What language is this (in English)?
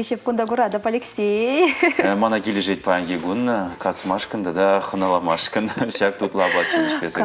Chuvash